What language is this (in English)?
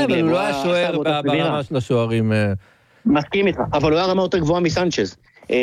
Hebrew